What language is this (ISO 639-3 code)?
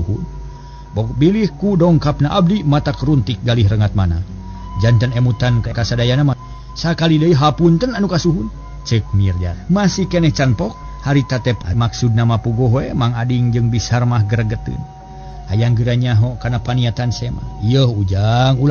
sun